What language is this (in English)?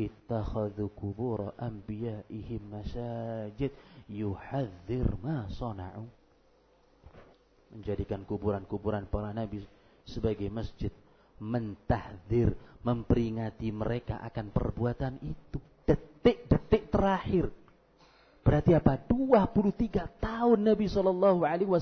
Indonesian